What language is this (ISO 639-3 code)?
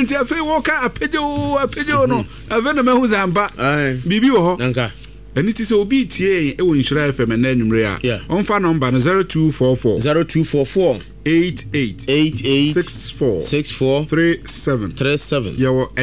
aka